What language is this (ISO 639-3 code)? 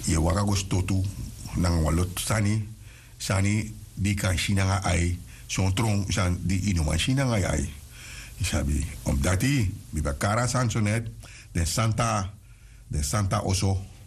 srn